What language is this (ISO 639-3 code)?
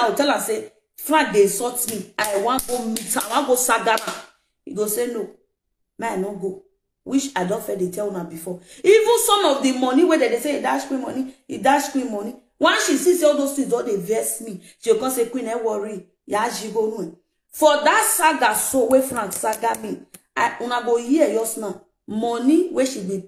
pcm